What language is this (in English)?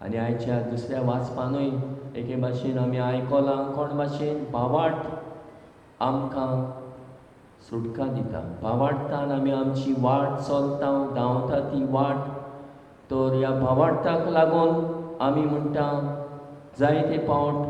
Konkani